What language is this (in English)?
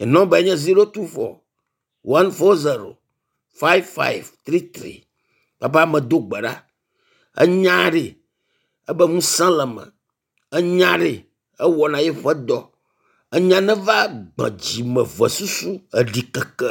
Ewe